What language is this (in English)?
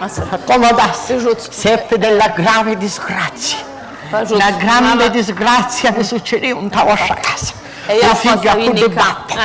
Sicilian